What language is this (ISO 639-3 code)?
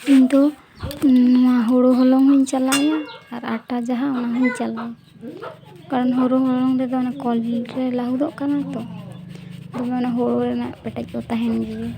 sat